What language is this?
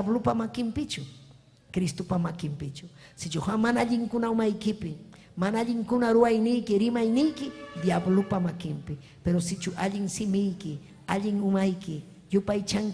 Ayacucho Quechua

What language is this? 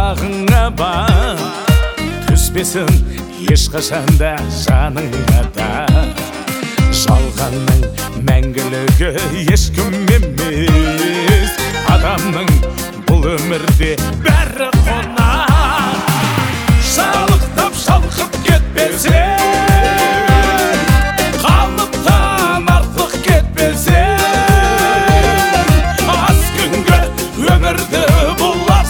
Kazakh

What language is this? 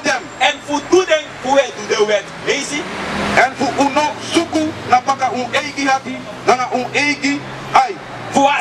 Sranan Tongo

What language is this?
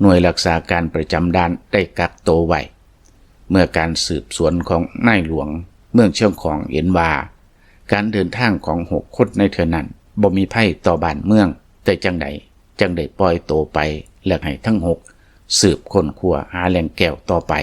Lao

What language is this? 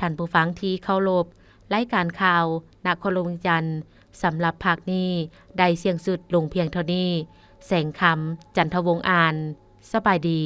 Lao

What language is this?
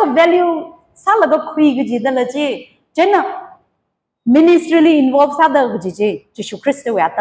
Tangkhul Naga (India)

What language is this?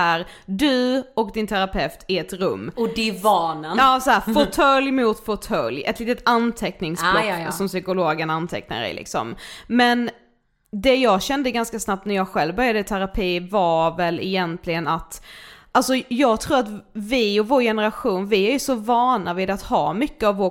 Swedish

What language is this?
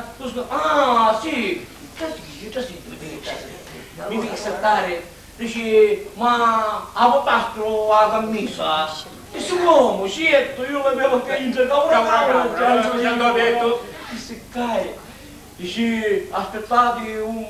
Sicilian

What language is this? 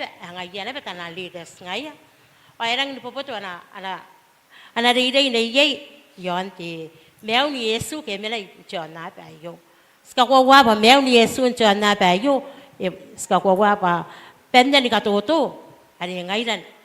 Gilbertese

